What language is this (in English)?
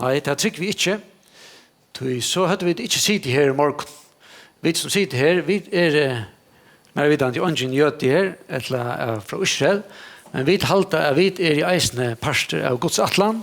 Faroese